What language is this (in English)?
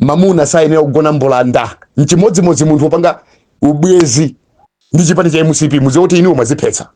Nyanja